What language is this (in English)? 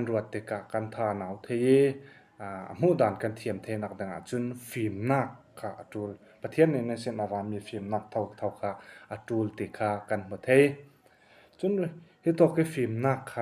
Falam Chin